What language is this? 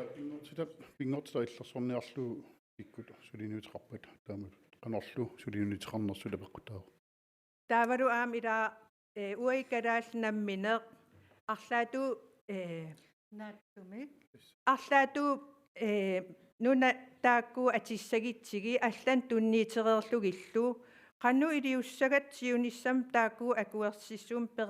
Kalaallisut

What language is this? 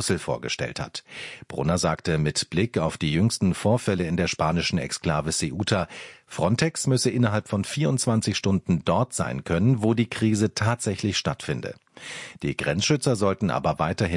German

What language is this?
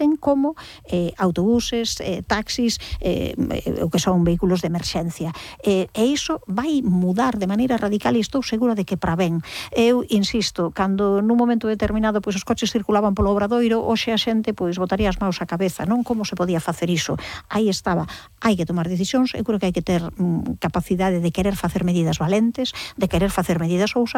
Galician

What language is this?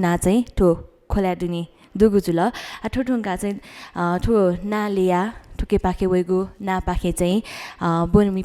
Newari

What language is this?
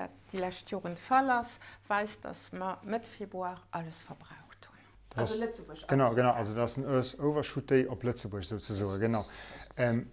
Luxembourgish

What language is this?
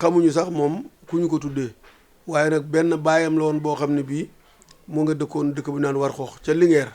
Wolof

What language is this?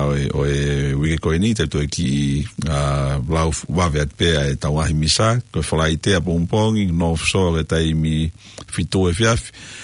Tongan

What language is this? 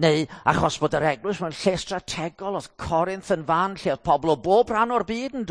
Welsh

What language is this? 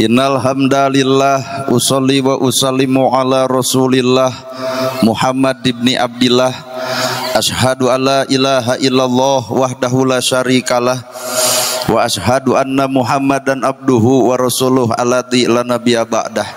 Sundanese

